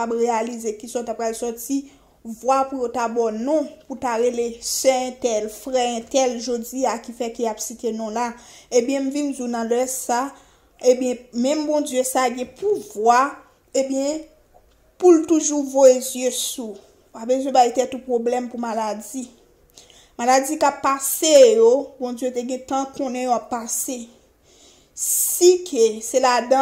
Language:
Haitian Creole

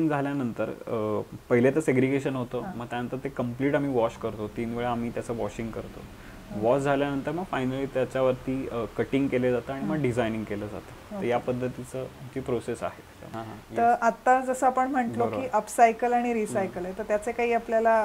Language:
Marathi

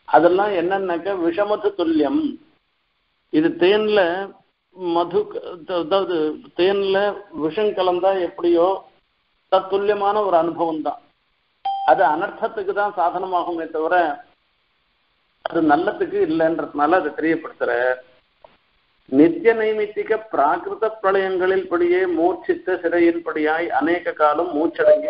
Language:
Tamil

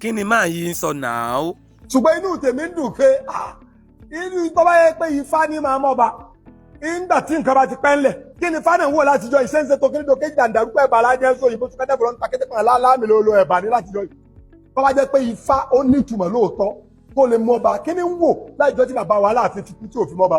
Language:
Yoruba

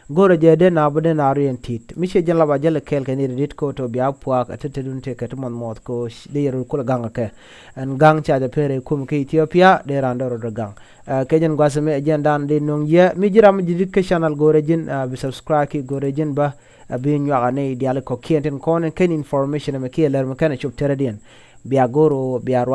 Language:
Nuer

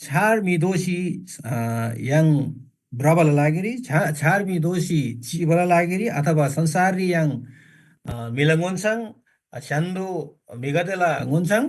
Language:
Eastern Tamang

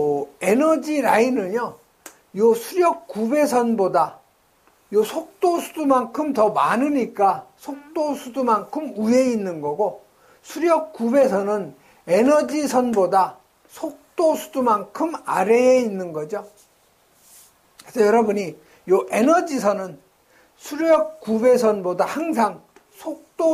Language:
Korean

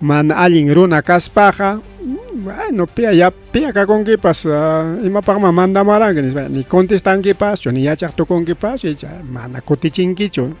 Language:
Ayacucho Quechua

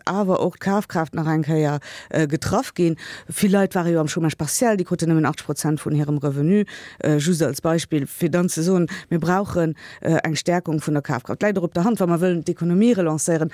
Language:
Luxembourgish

